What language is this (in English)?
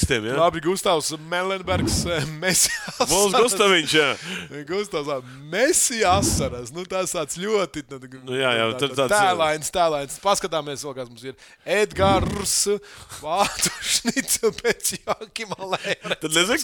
Latvian